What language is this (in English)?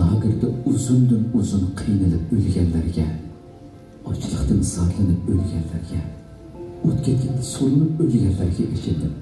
Uyghur